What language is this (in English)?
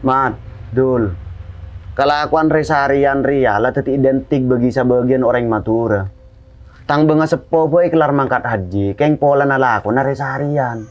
Madurese